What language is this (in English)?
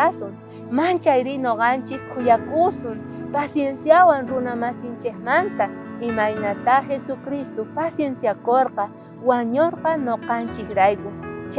South Bolivian Quechua